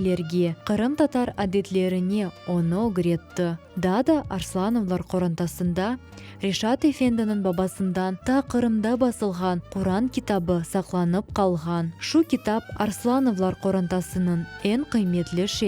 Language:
Crimean Tatar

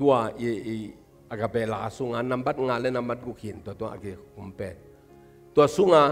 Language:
Tedim Chin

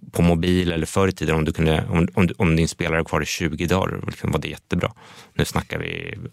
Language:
Swedish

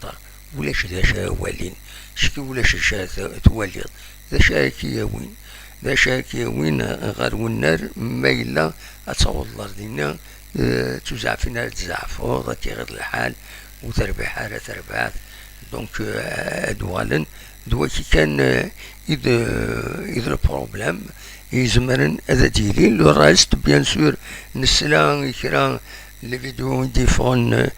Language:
Kabyle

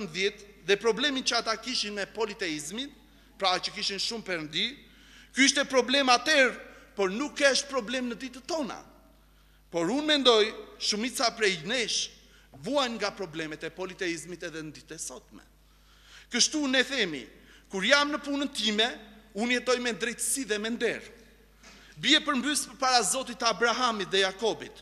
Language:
Albanian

